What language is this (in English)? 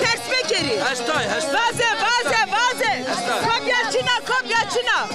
Zaza